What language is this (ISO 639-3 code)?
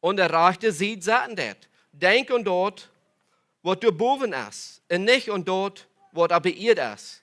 pdt